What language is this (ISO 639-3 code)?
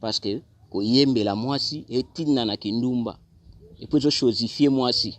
lin